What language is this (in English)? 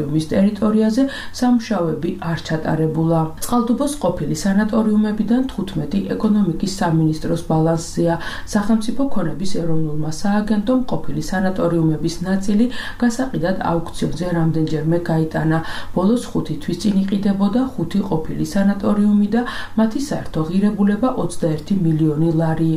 Georgian